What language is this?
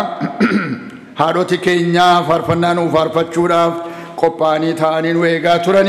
Oromo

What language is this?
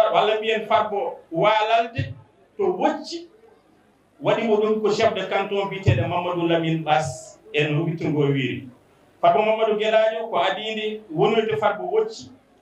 Fula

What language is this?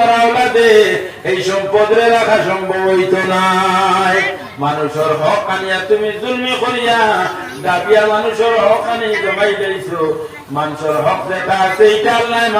Sylheti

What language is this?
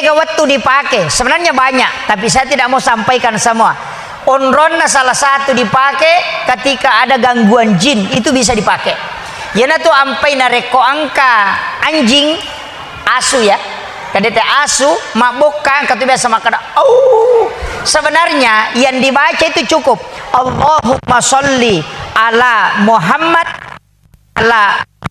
Buginese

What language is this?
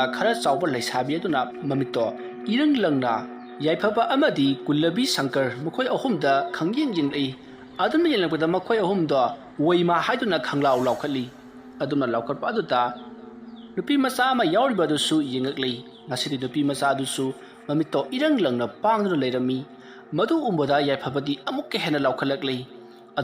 Manipuri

